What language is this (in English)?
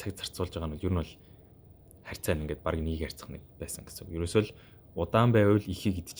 Mongolian